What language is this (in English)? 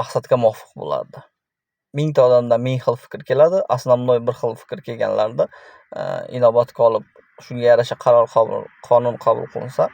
Uzbek